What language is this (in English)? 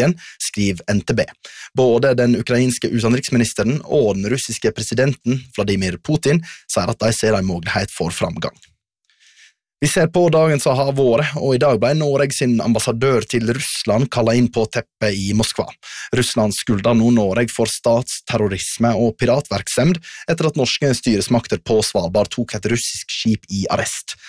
Norwegian